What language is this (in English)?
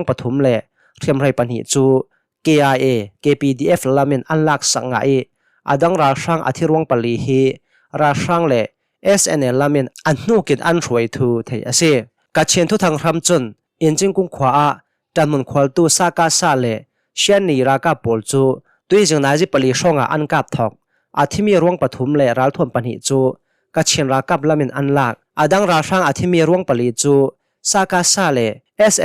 Hakha Chin